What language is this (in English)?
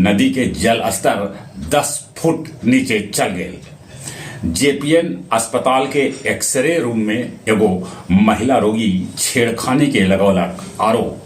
Magahi